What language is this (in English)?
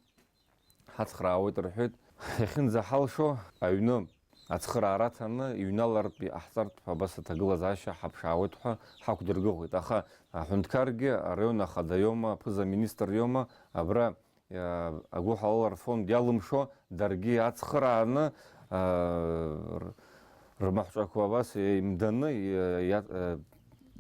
Abkhazian